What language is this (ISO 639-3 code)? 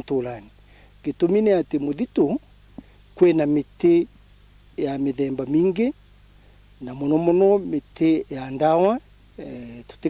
mer